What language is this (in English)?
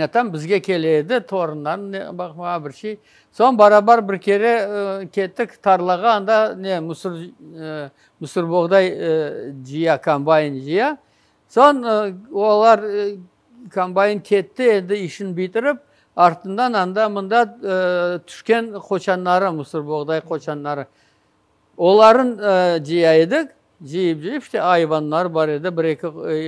Crimean Tatar